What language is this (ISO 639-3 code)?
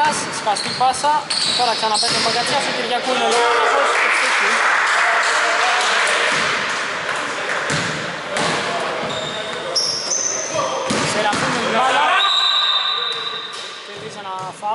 ell